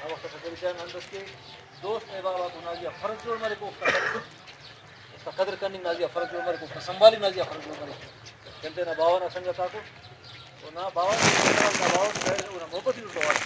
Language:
Brahui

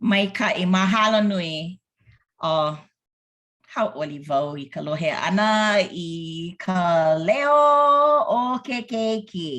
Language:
Hawaiian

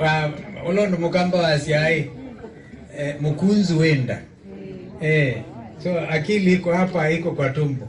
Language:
Kamba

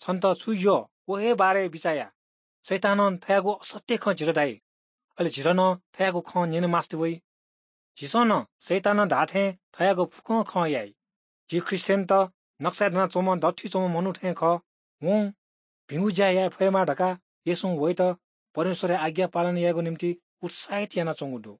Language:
Newari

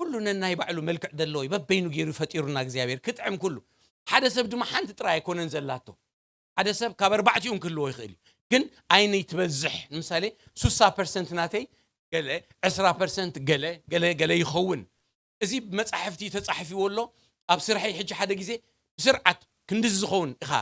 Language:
Tigrinya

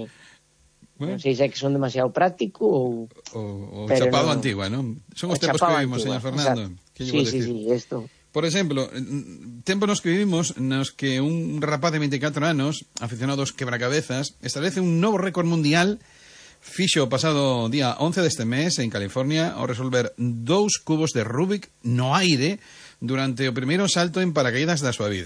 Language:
Galician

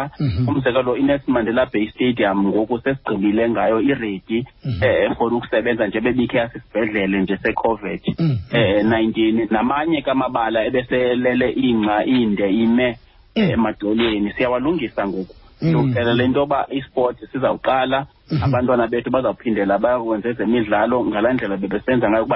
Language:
Xhosa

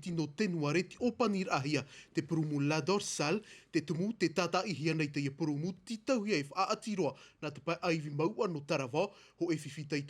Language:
Tahitian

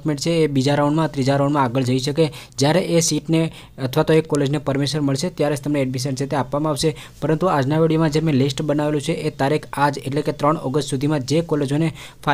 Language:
Gujarati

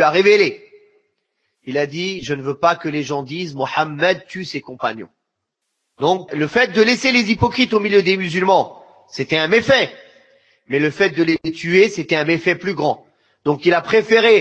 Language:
French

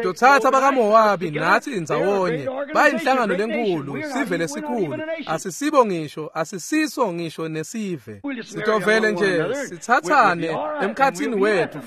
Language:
Swati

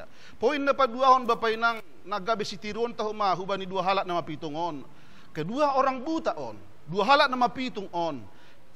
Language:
Batak Simalungun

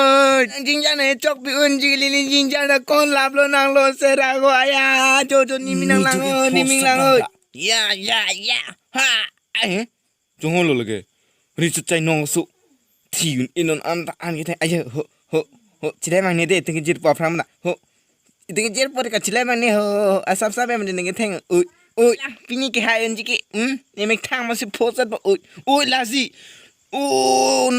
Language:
Karbi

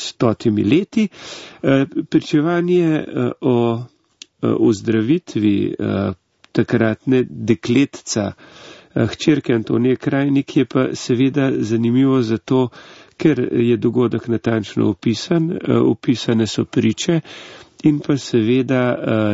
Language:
Slovenian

